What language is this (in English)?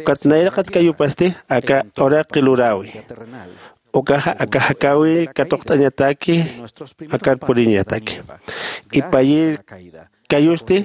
Aymara